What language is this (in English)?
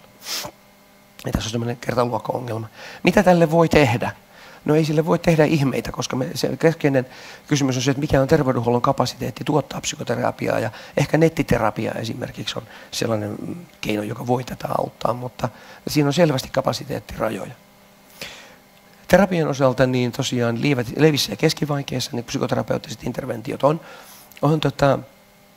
Finnish